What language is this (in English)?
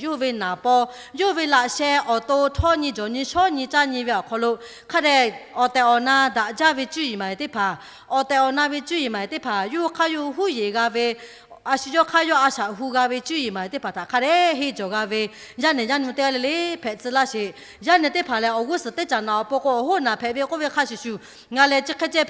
Lahu